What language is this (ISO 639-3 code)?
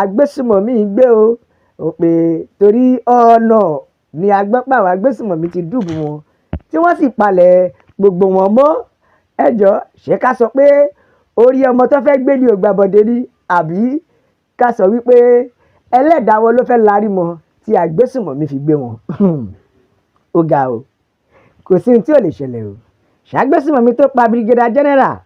yor